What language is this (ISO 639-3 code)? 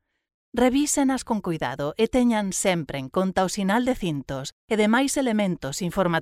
glg